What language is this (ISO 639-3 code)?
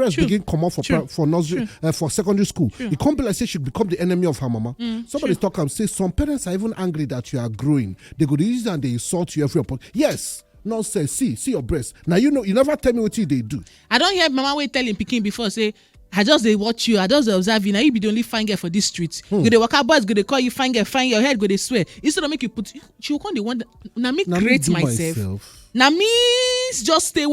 pcm